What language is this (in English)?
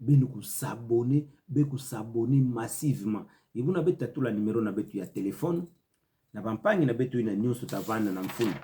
Kituba (Democratic Republic of Congo)